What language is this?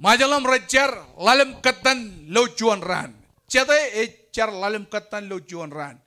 Marshallese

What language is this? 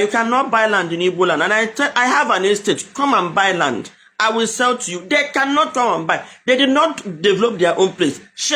Igbo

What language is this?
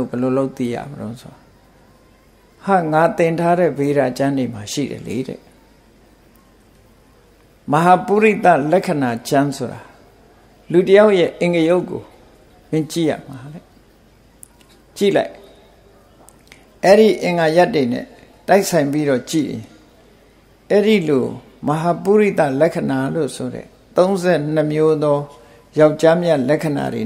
Burmese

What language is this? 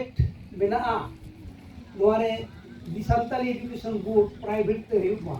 Santali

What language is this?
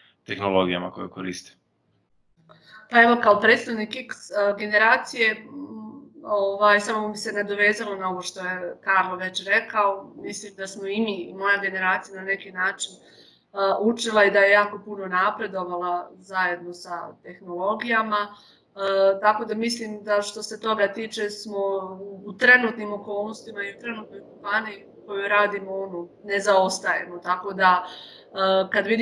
Croatian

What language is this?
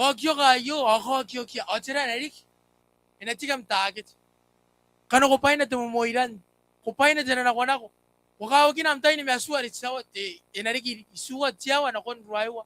Gilbertese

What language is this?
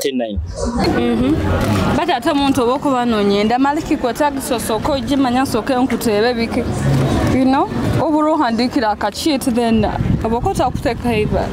Nyoro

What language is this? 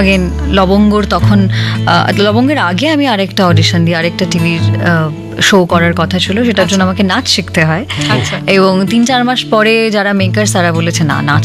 Bangla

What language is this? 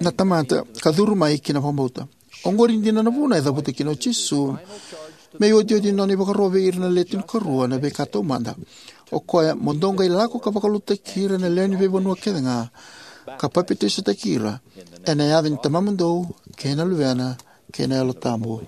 Fijian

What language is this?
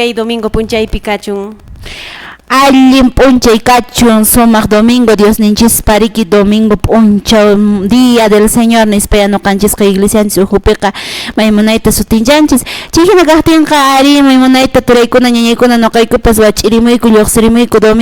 Quechua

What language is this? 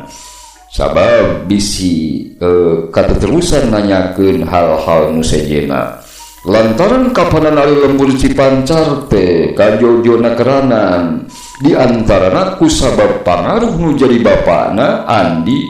Sundanese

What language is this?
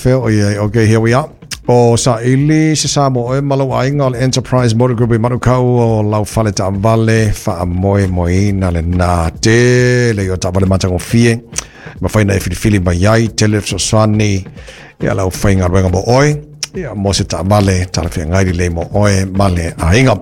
Samoan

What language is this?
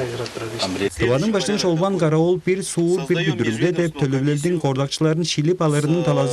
Tuvinian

